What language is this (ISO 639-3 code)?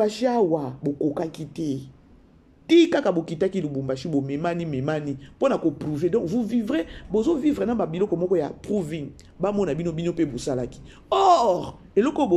lin